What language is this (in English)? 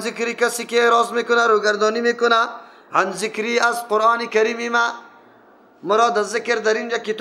Persian